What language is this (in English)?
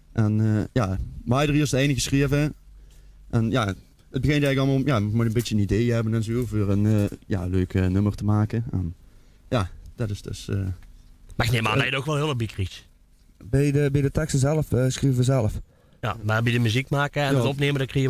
Limburgish